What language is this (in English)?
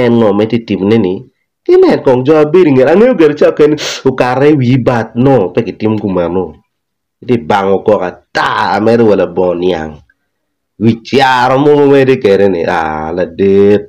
Acoli